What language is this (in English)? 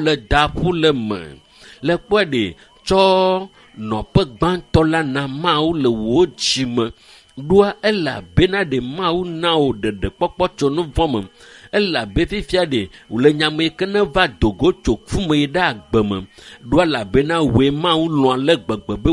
Ewe